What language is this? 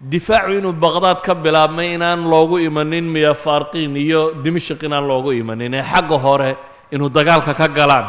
Somali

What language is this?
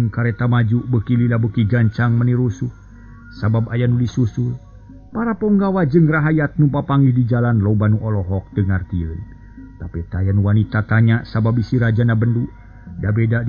Sundanese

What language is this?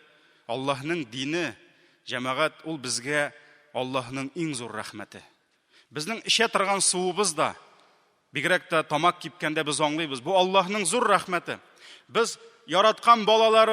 Tatar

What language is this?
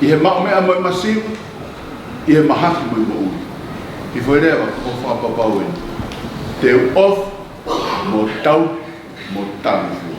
Tongan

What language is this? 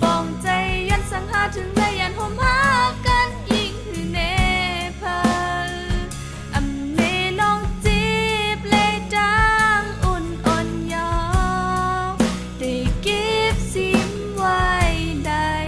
Shan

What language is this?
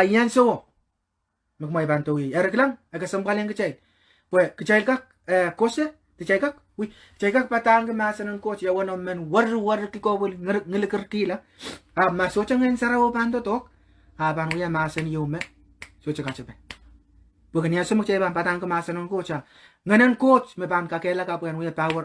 Pohnpeian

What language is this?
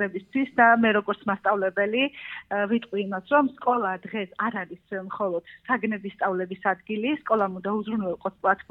Georgian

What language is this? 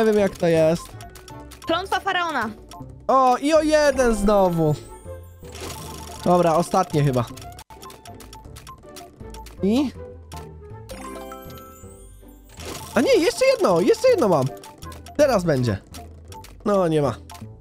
Polish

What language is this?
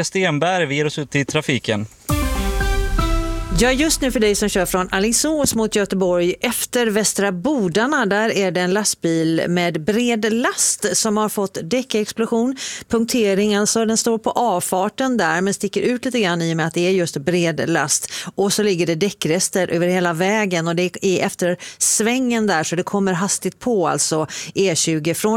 Swedish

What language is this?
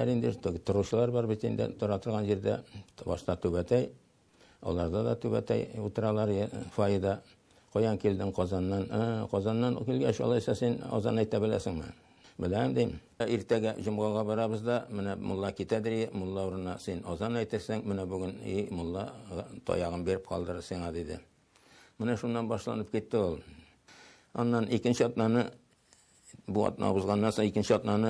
Tatar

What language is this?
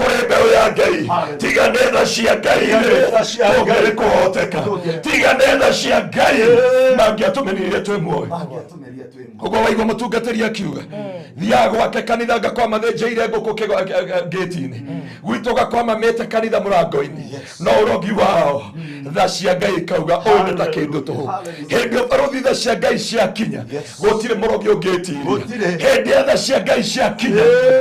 Kikuyu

